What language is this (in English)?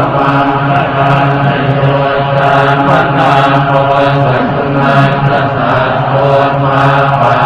Pali